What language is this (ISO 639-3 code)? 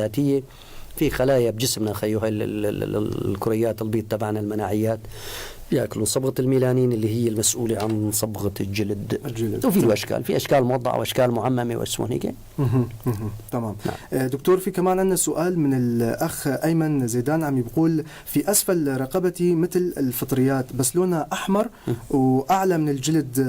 apc